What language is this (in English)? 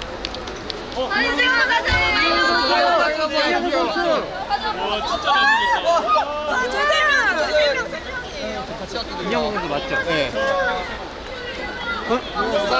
Korean